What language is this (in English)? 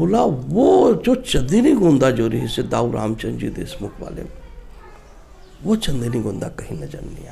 Chhattisgarhi